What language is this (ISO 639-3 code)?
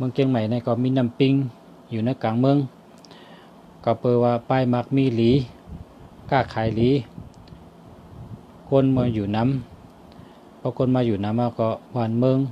shn